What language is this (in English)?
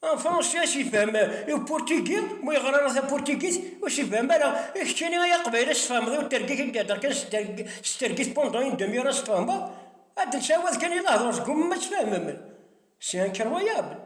Kabyle